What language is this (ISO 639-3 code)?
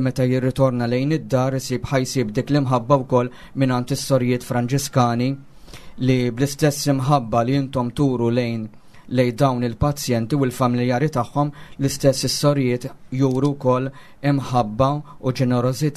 mlt